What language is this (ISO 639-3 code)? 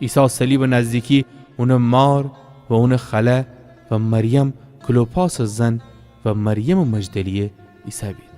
glk